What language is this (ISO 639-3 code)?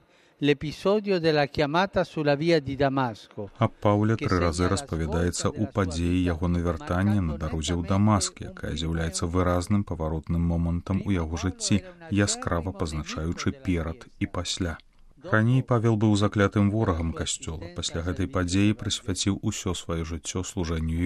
bel